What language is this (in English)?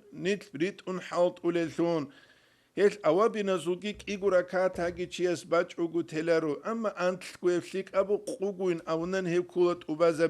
Avaric